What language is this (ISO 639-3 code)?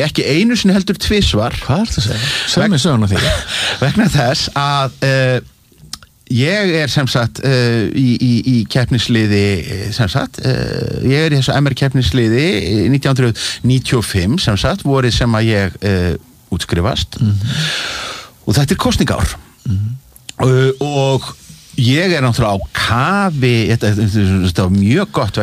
isl